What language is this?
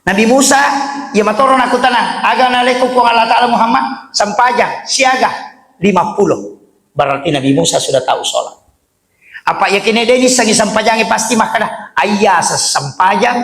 Buginese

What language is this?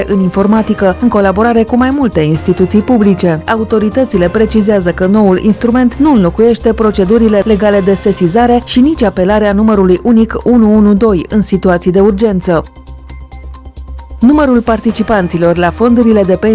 Romanian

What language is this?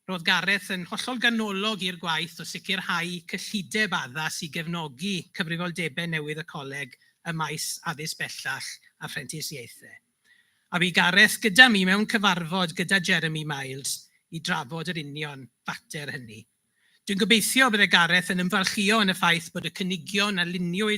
Welsh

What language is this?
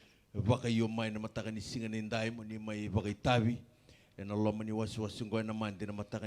Fijian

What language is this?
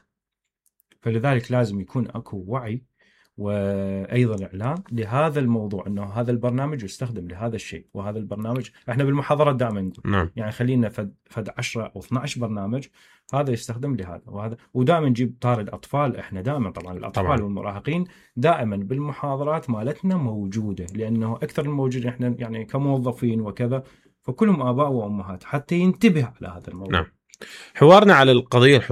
Mesopotamian Arabic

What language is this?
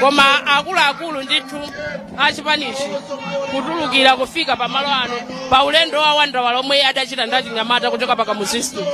Nyanja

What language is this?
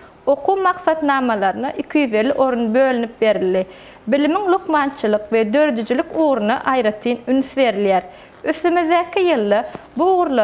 Turkmen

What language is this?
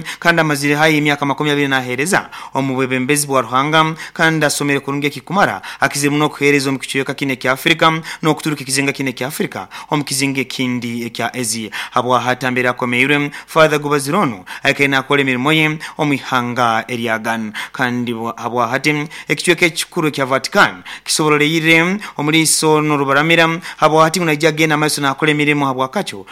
Nyoro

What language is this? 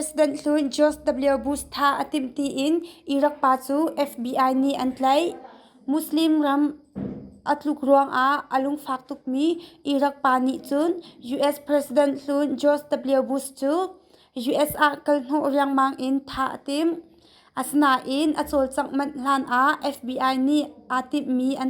Hakha Chin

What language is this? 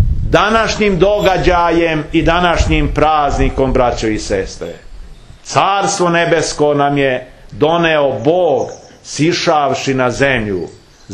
Serbian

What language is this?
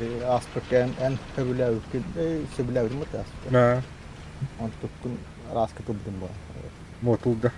Yakut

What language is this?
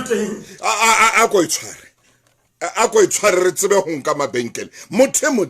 Southern Sotho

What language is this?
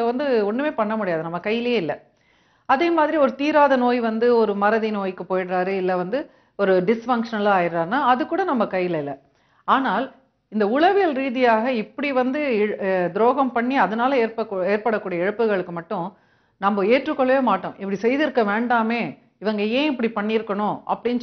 Tamil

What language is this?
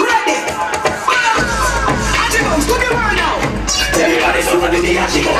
Jamaican Creole English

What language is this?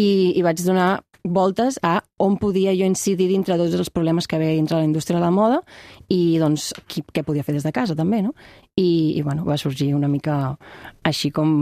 Catalan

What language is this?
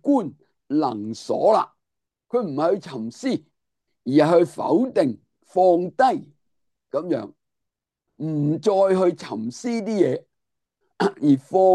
Cantonese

